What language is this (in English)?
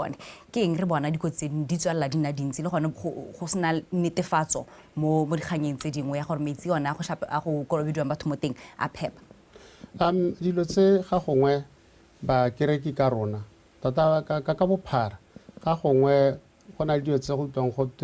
Tswana